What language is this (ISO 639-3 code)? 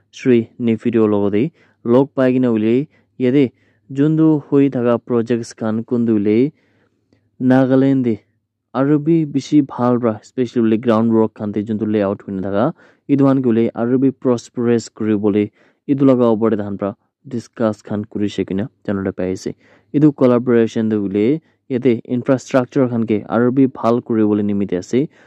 nag